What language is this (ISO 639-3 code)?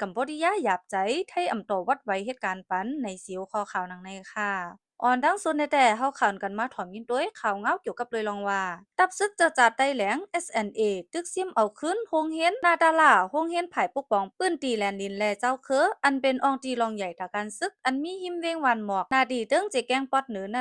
shn